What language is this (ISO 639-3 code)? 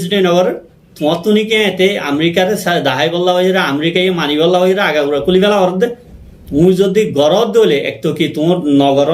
rhg